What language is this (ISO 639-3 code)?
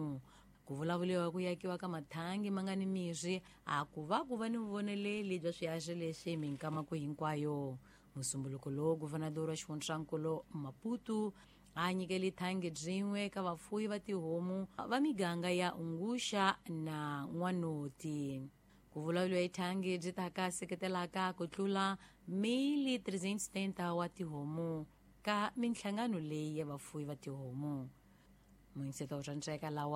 tso